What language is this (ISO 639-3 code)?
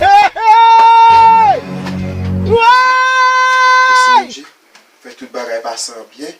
hat